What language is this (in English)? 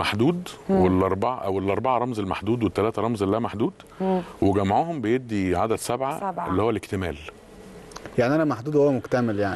Egyptian Arabic